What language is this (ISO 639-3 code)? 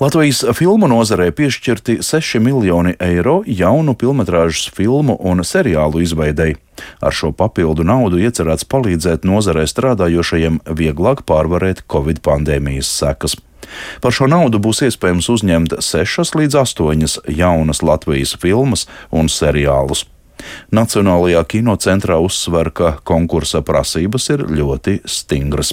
lav